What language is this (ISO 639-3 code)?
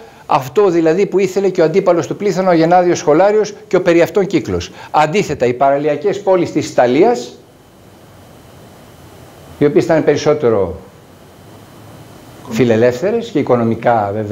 ell